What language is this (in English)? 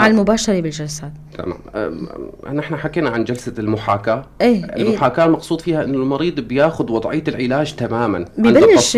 North Levantine Arabic